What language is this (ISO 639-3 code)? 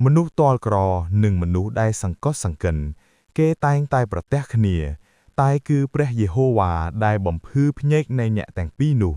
khm